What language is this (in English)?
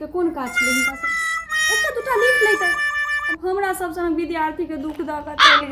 Maithili